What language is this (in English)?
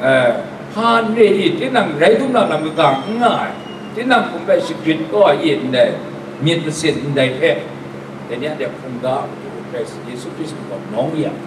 Kachin